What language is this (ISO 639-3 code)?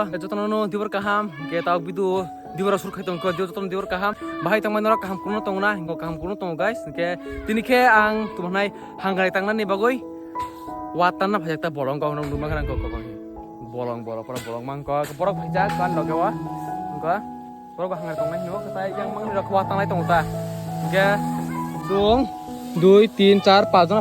trp